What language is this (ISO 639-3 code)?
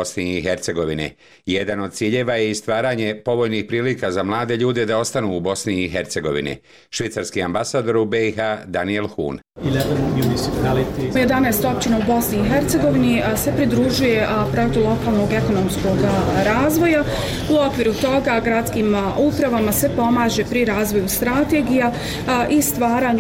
bos